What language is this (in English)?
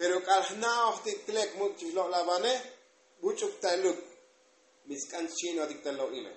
Tzotzil